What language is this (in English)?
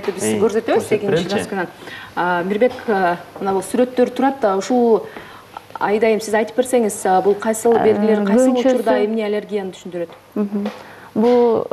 Kyrgyz